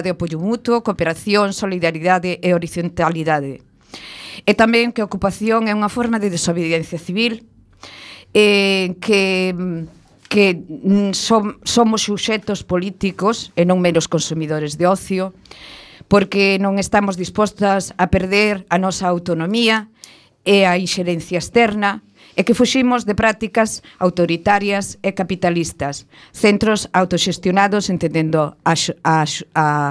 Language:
Galician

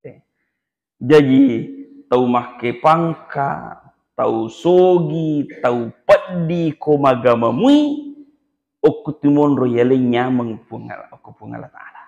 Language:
Buginese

